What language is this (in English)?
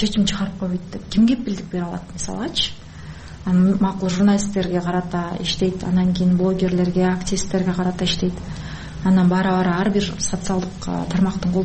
Kyrgyz